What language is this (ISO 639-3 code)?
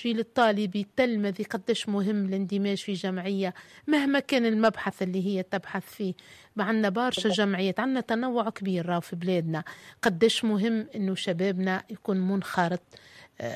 aeb